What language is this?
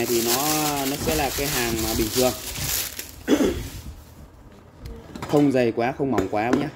Vietnamese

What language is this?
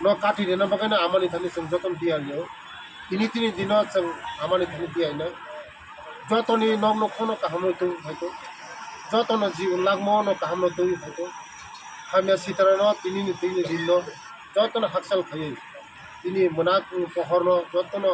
Kok Borok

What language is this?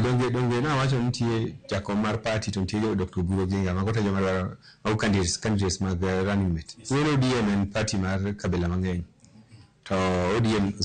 Luo (Kenya and Tanzania)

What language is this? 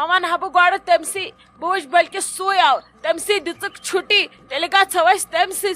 Kashmiri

